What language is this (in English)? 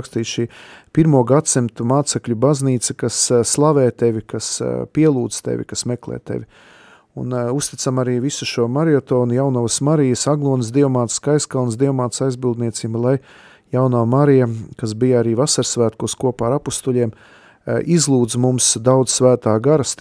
Latvian